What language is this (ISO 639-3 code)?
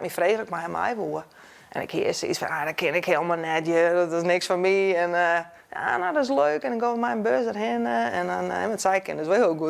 fry